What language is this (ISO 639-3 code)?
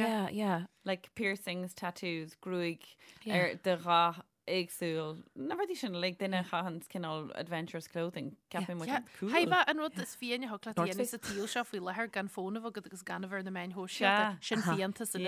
gle